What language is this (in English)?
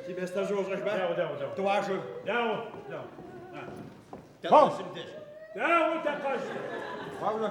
Adyghe